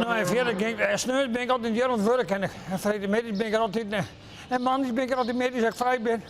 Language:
Western Frisian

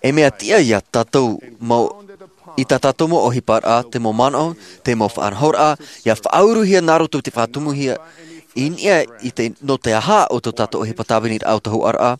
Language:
Tahitian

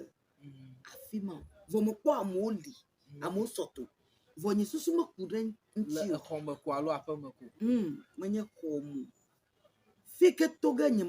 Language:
Ewe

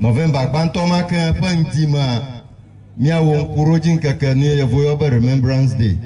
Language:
Ewe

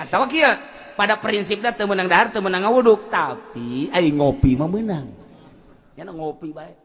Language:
Sundanese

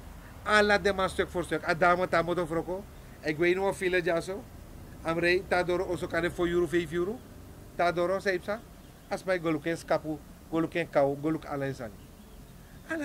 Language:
Sranan Tongo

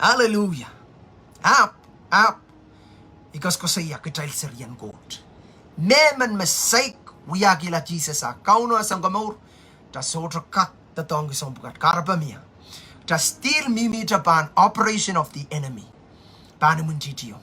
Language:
Pohnpeian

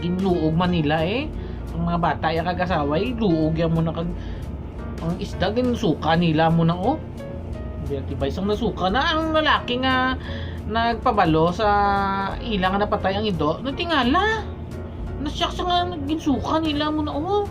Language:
Hiligaynon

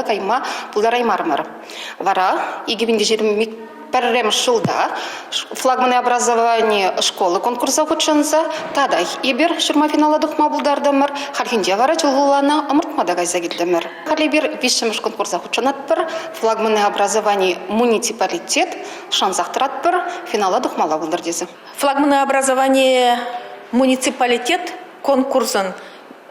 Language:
Chuvash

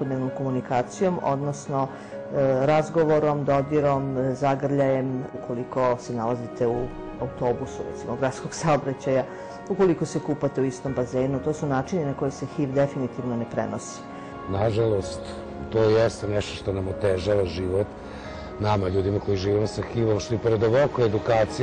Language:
Serbian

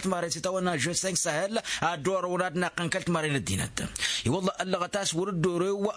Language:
Tamasheq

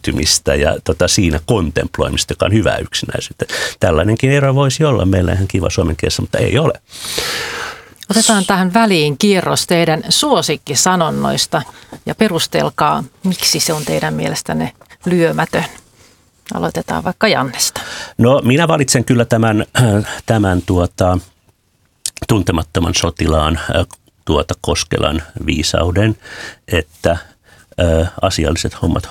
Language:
Finnish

